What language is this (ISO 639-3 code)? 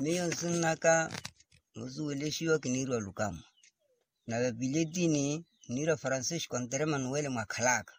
vmw